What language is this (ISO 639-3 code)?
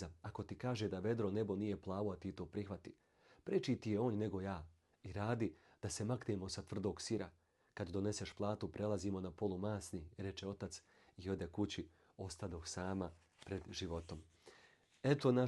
bos